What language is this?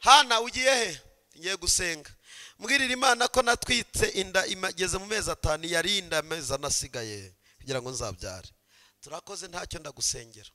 Kinyarwanda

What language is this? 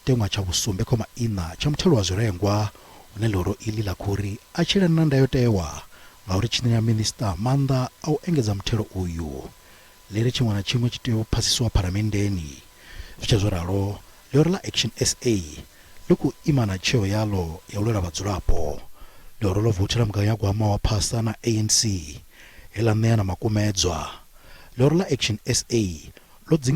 Venda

